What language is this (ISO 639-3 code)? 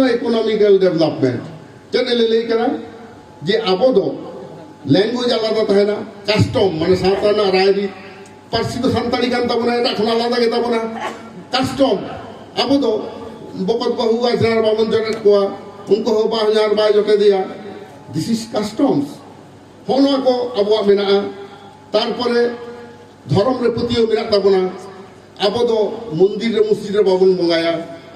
sat